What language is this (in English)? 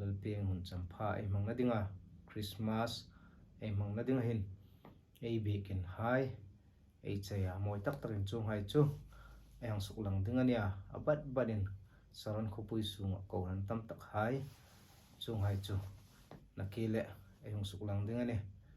Hmar